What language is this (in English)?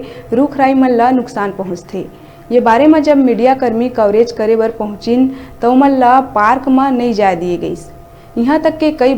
Chhattisgarhi